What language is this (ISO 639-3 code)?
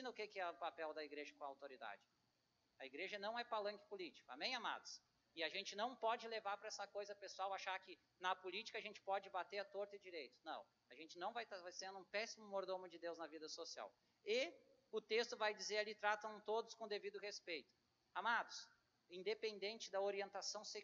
por